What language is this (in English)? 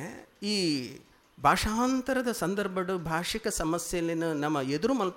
Tulu